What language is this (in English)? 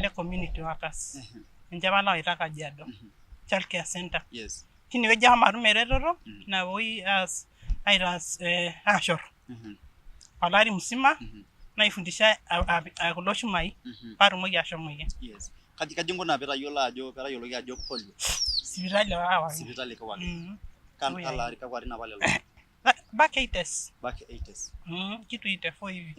Masai